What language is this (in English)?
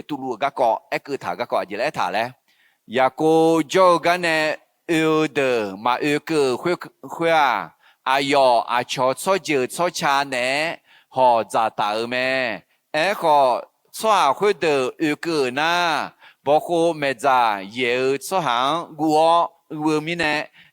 Akha